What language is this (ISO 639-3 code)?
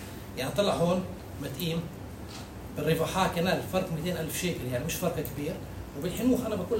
apc